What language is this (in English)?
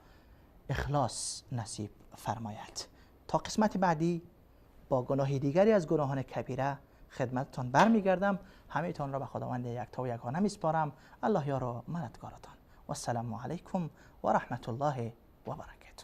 Persian